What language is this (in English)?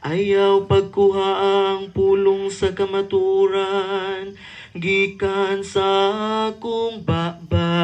Cebuano